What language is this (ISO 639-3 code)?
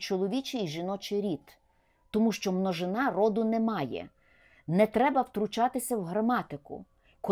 ukr